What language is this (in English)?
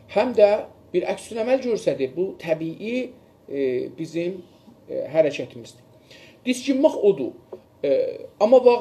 South Azerbaijani